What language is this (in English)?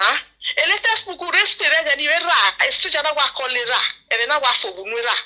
Nigerian Pidgin